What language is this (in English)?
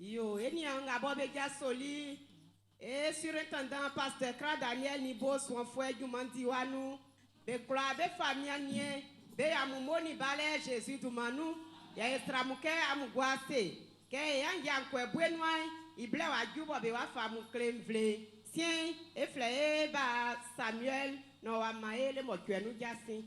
Baoulé